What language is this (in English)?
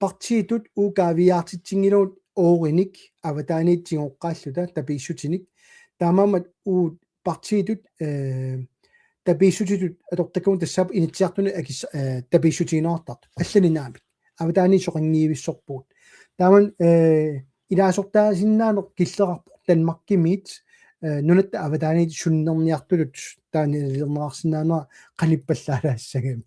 Kalaallisut